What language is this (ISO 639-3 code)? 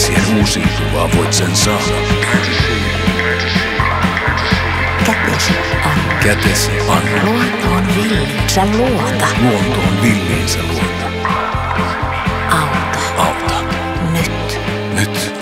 fin